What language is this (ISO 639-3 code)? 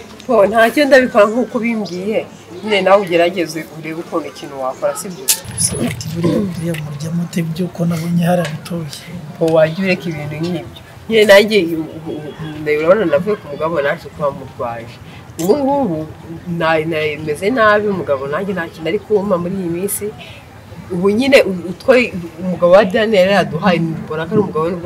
kin